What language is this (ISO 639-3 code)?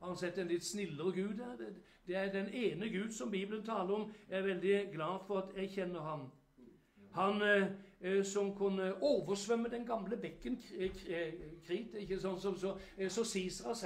nor